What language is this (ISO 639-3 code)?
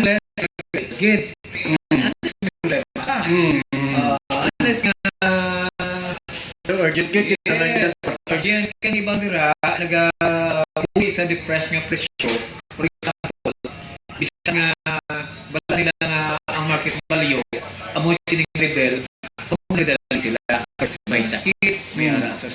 hil